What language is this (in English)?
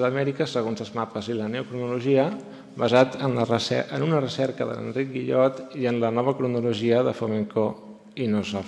Catalan